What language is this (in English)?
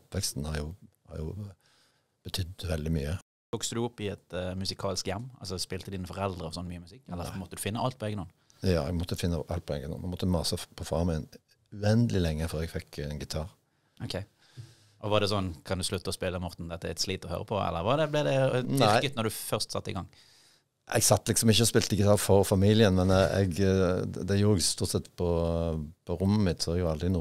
Norwegian